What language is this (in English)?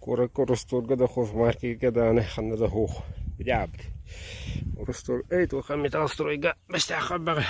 Yakut